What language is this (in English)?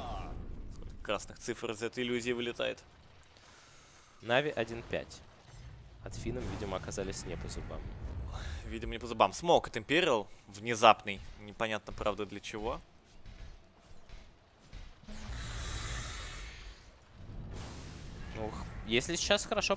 Russian